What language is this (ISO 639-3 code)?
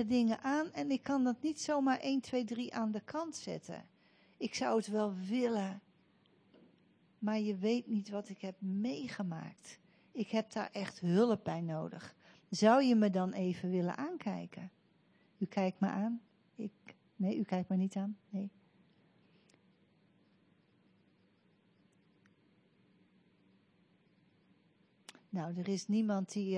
nld